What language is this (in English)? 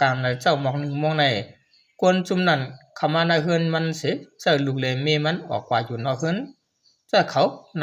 Shan